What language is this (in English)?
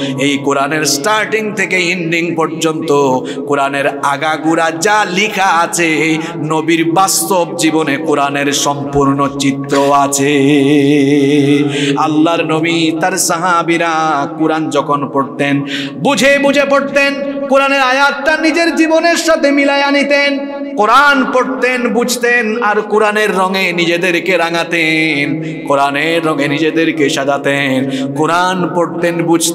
Bangla